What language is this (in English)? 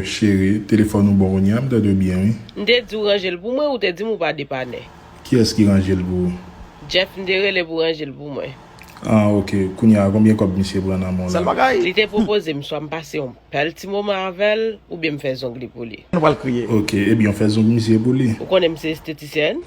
Haitian Creole